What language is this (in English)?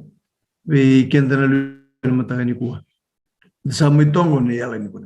Fijian